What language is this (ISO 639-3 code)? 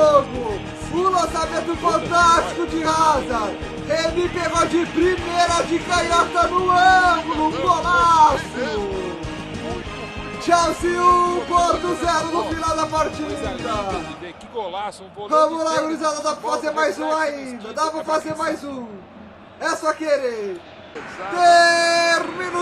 por